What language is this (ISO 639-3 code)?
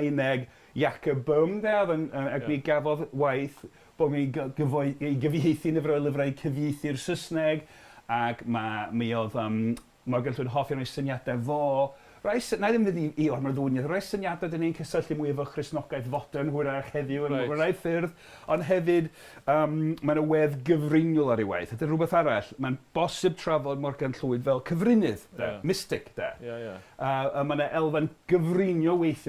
cym